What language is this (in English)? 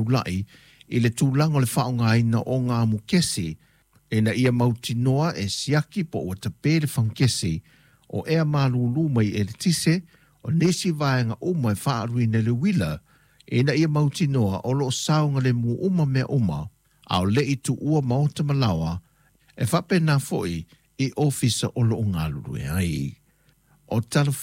Samoan